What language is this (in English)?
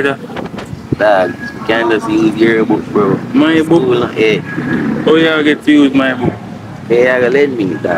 Jamaican Creole English